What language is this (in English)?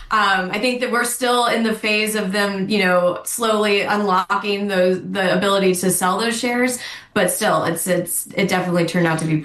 English